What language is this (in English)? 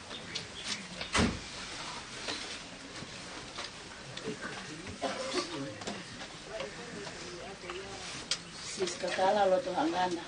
Tongan